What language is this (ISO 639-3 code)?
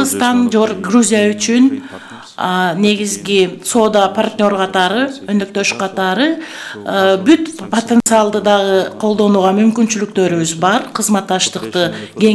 kir